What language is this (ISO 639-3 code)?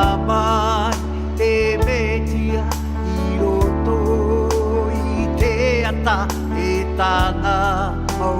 tah